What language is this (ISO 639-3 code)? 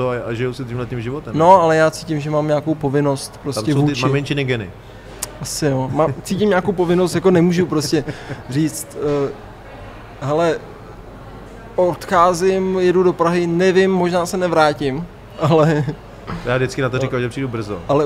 ces